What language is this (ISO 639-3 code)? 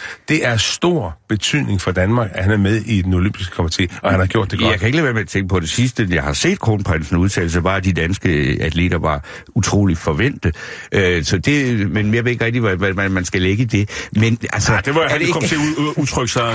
dan